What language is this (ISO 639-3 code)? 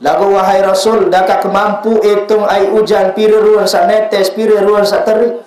sas